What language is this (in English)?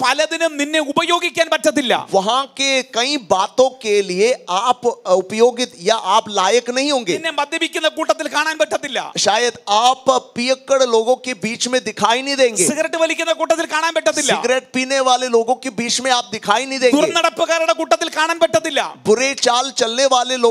Malayalam